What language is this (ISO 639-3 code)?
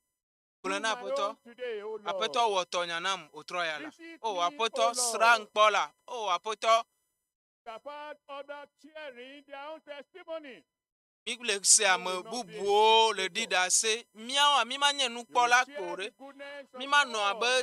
ewe